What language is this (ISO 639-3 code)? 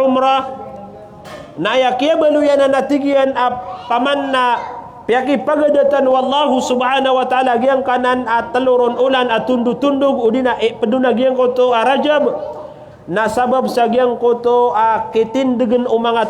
mrw